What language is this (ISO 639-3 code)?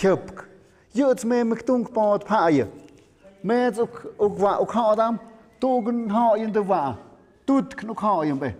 mxp